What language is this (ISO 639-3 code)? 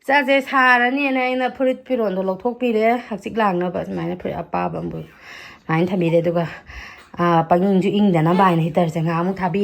mni